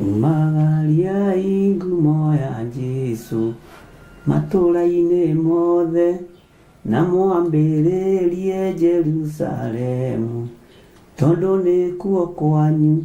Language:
Kikuyu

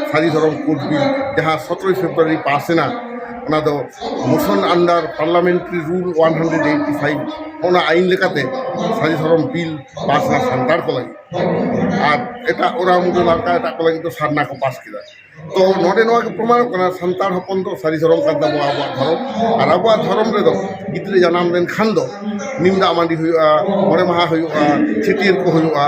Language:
Santali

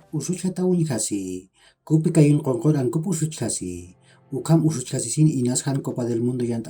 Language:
Aymara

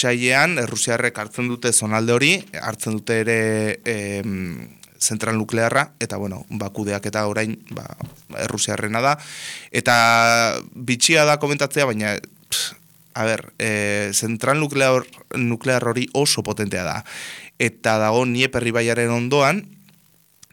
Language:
Basque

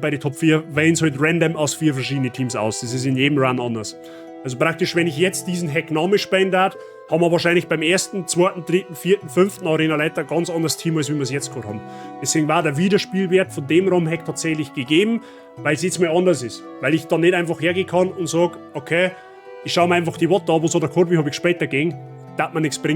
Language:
Bavarian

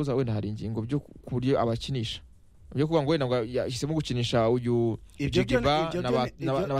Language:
Kinyarwanda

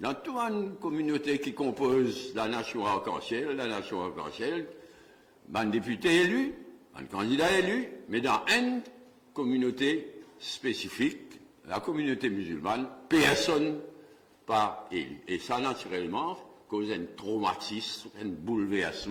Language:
Morisyen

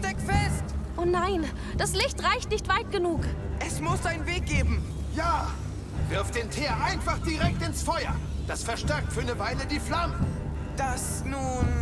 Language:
Bavarian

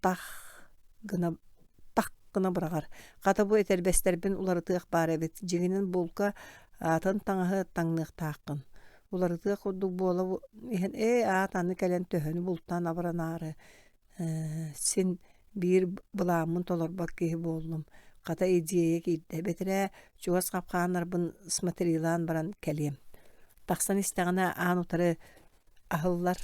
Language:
Yakut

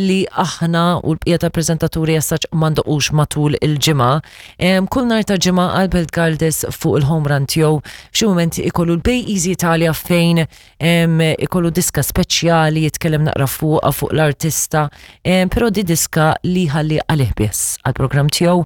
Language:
Maltese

